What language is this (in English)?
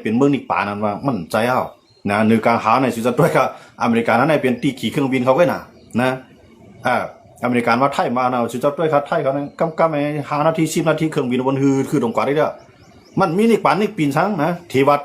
Shan